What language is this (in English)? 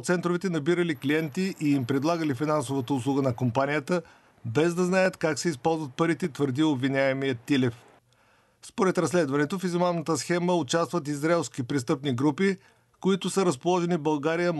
Bulgarian